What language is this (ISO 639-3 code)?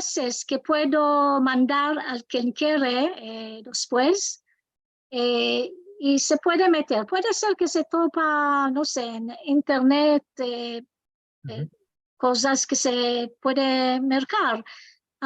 lad